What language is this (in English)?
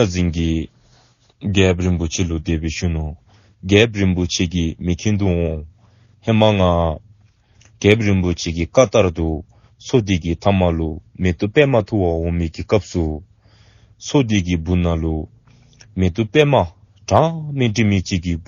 Dzongkha